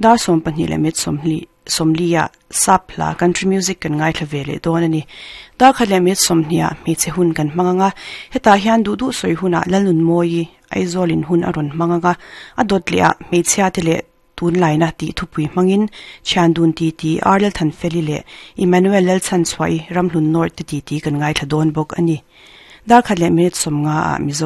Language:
Mizo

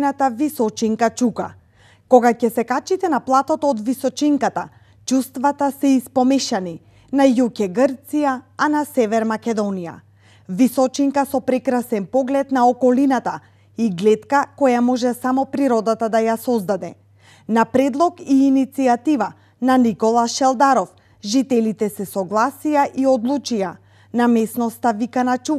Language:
Macedonian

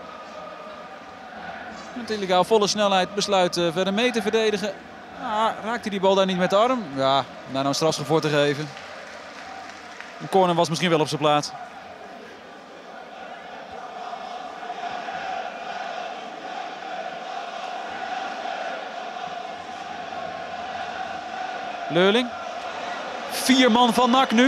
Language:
Dutch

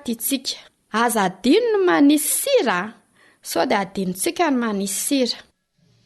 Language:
Malagasy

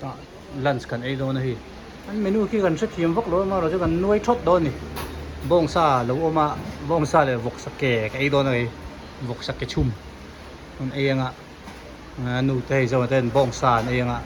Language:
Hmar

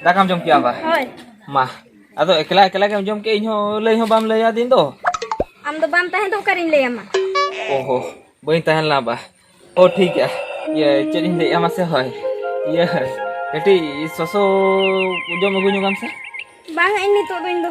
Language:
Santali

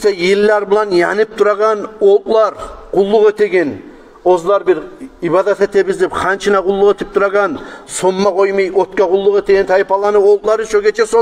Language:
Kumyk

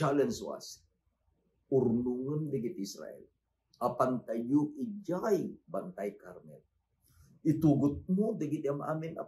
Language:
Iloko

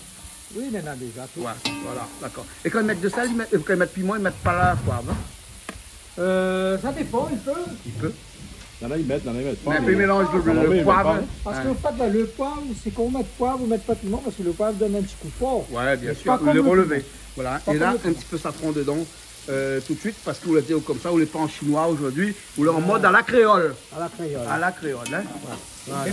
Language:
Réunion Creole French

